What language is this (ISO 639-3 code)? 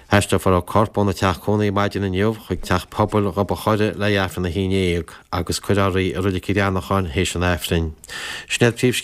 gle